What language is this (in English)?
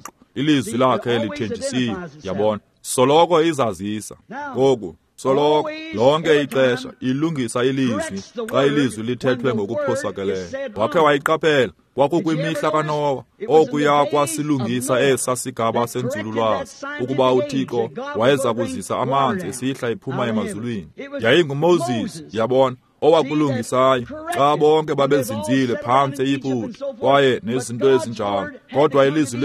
Xhosa